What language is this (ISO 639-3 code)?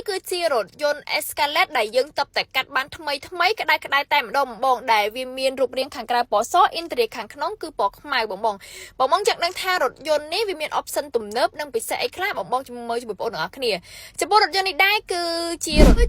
khm